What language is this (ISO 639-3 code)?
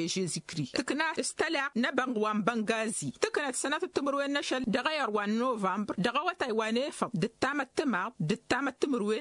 taq